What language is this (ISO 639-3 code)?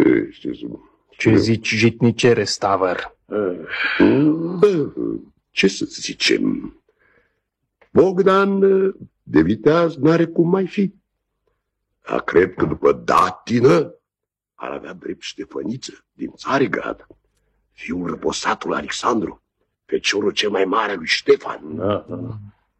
ron